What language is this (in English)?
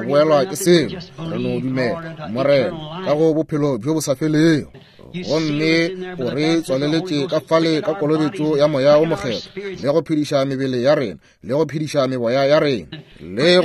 Northern Sotho